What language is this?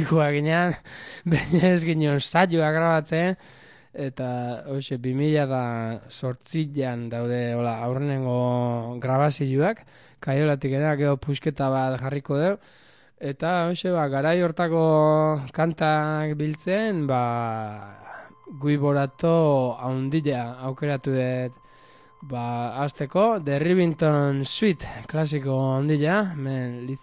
Basque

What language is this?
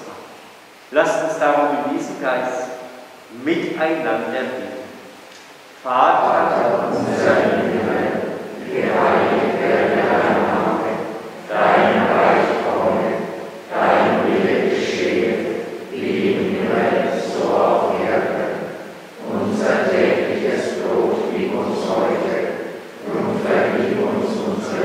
German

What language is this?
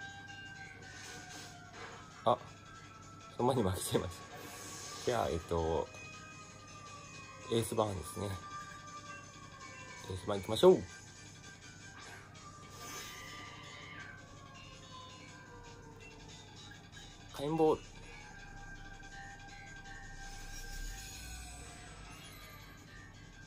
Japanese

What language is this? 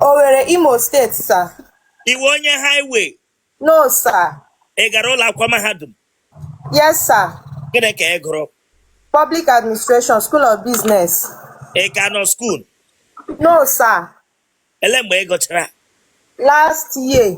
Igbo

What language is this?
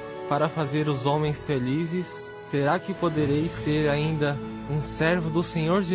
Portuguese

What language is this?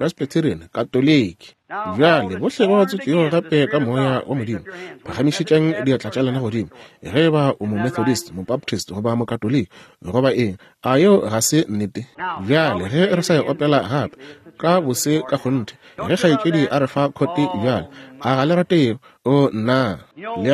Northern Sotho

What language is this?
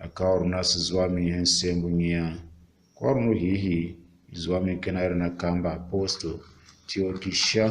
Tiv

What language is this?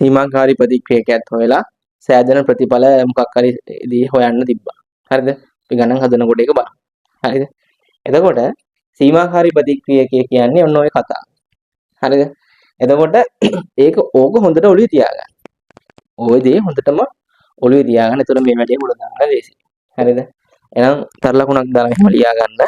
Sinhala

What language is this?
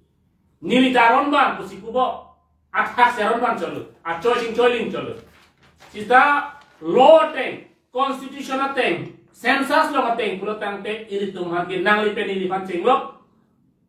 Karbi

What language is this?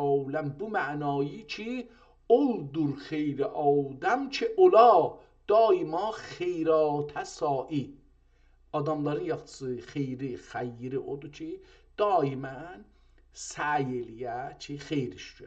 South Azerbaijani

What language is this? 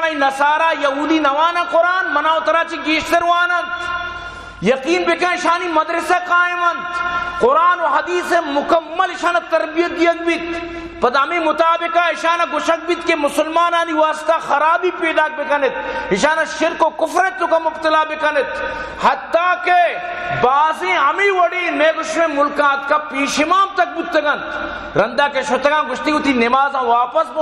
Baluchi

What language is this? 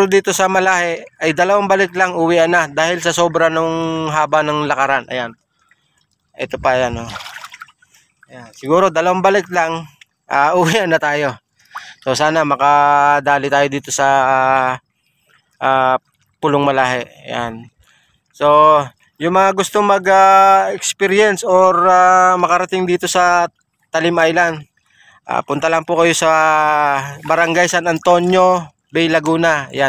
Filipino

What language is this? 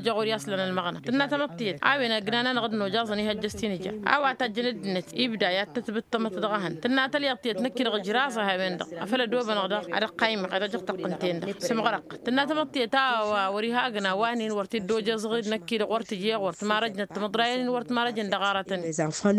Tamasheq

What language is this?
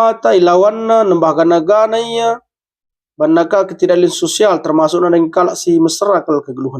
Batak Karo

